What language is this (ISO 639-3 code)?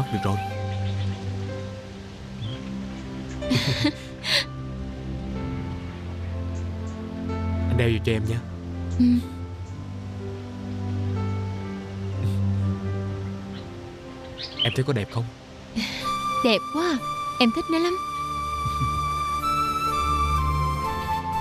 vie